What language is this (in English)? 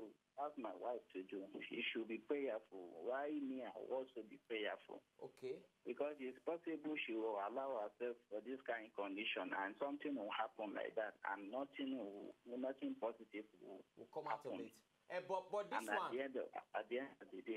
Nigerian Pidgin